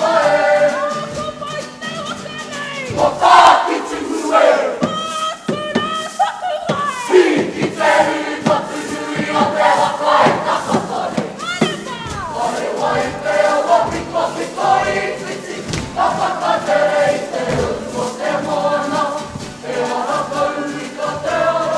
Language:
Māori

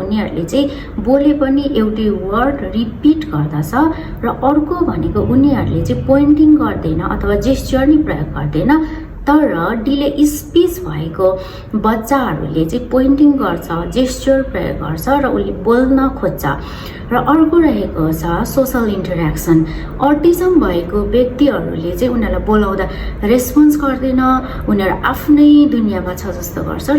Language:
Nepali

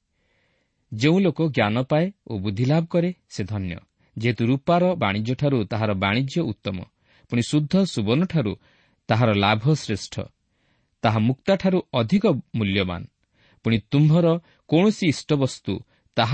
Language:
Odia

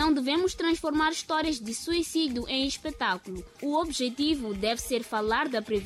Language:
Portuguese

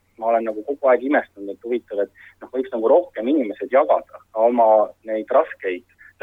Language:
Estonian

